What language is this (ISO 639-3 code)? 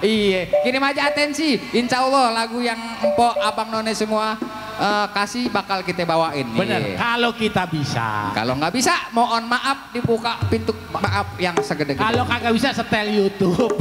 bew